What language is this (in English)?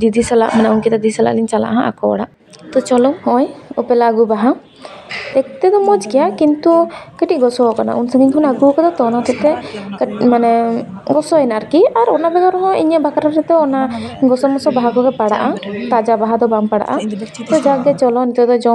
Santali